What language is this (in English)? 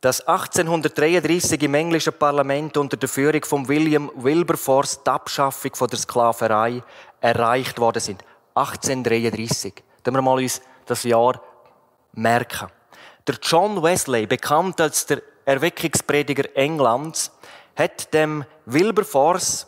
Swiss German